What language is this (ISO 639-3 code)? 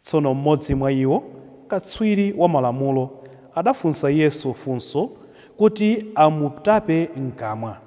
nya